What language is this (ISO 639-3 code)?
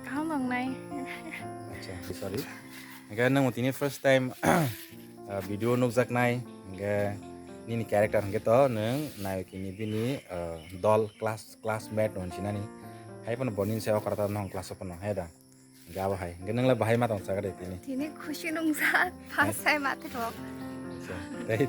trp